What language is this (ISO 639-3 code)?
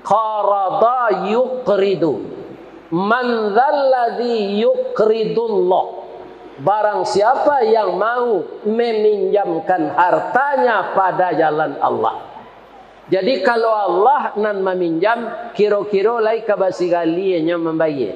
min